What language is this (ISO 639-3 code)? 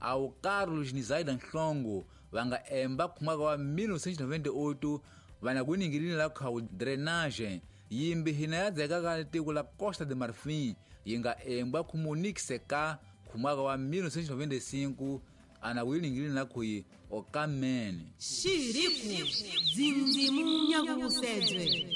tso